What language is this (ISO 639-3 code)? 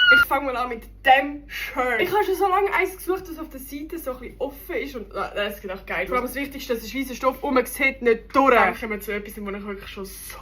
gsw